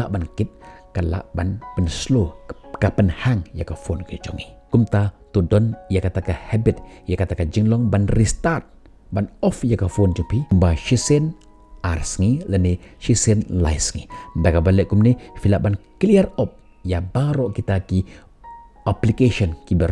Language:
Khasi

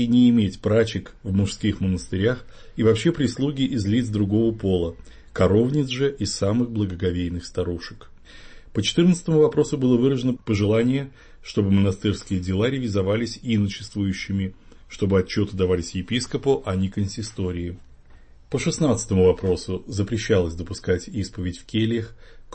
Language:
Russian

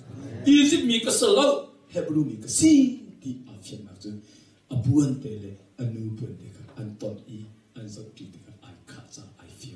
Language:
Hakha Chin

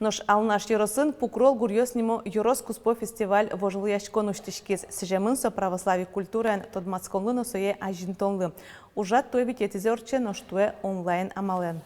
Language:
Udmurt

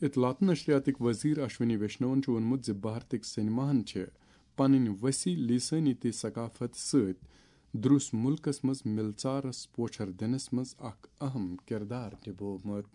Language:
Kashmiri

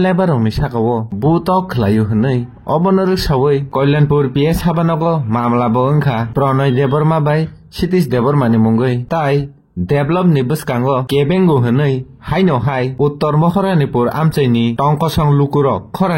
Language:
Kok Borok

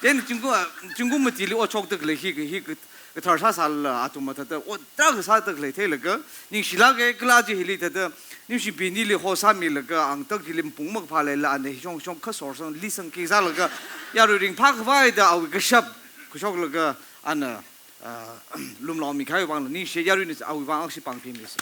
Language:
Tangkhul Naga (India)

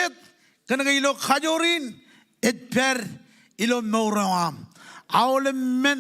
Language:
Marshallese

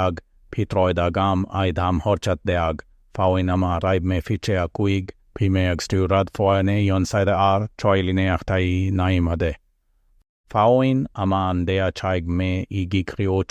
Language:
Irish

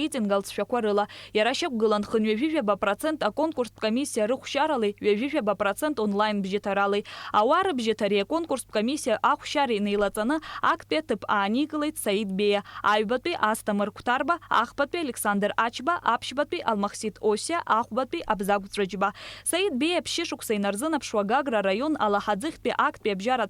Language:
Abkhazian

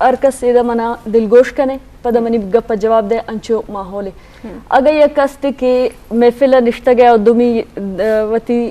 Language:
Eastern Balochi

